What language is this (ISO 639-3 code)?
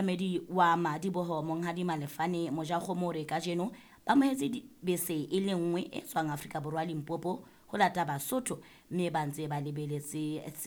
sot